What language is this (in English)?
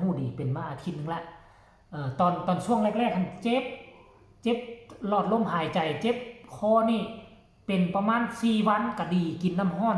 Northeastern Thai